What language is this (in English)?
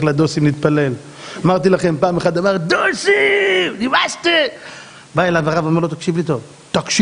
Hebrew